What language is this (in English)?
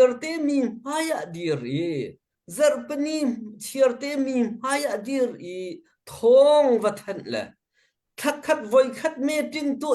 Hakha Chin